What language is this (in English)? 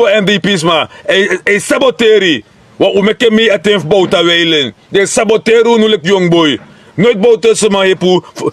Sranan Tongo